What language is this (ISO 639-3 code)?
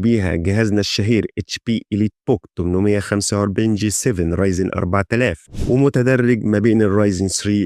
arz